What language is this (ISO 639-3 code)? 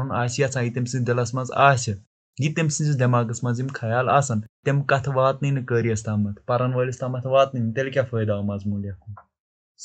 kas